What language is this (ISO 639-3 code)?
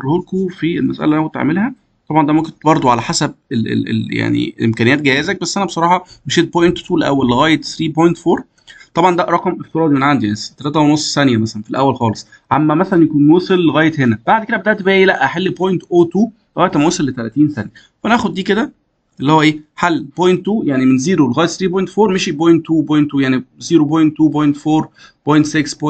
arz